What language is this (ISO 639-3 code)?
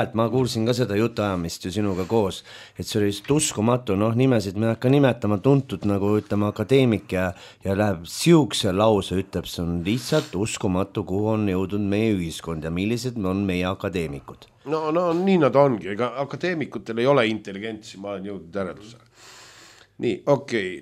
est